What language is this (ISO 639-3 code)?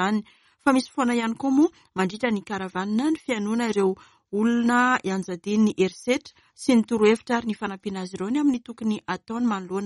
mlg